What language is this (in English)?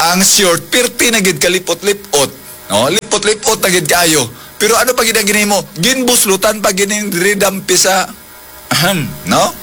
Hiligaynon